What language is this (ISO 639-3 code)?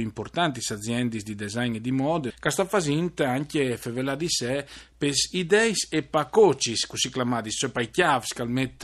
fur